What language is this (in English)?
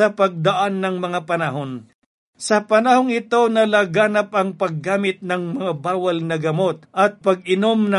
Filipino